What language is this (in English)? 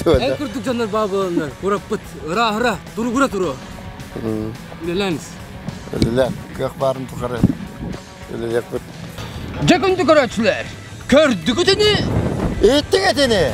Yakut